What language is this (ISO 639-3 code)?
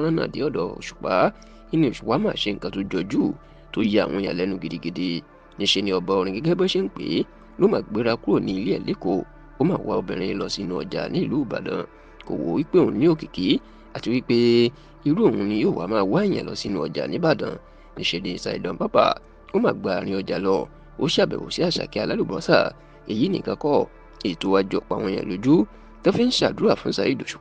yor